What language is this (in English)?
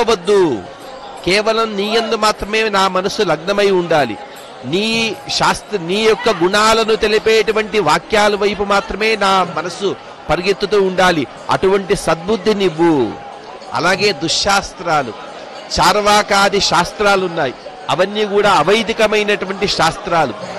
Telugu